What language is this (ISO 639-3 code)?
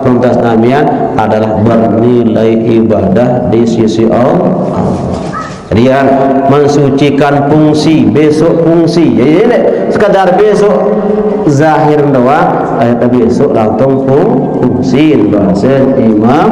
sas